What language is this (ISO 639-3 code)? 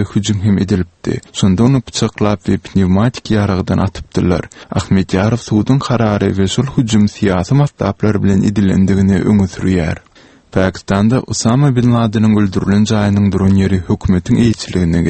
tuk